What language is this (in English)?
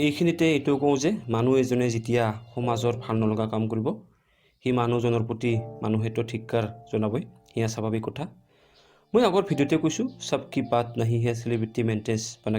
Assamese